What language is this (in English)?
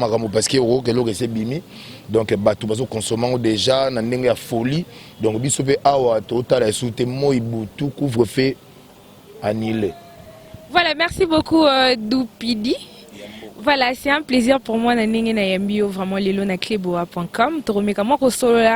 Lingala